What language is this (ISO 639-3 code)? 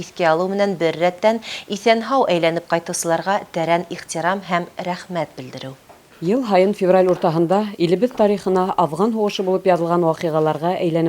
bak